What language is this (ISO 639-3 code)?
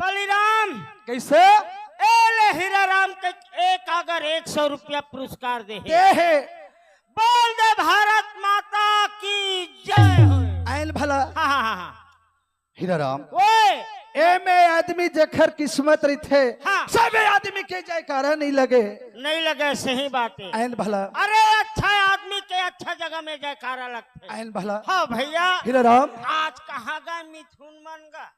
hne